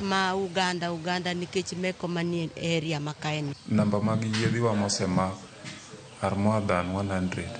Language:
Luo (Kenya and Tanzania)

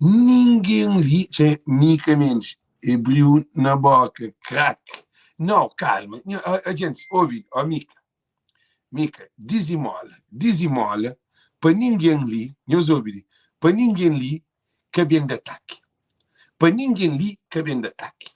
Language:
Kabuverdianu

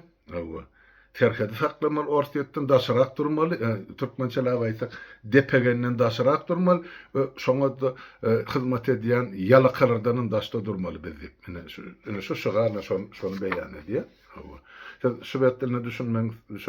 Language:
Turkmen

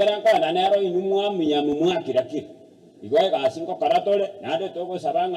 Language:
Gusii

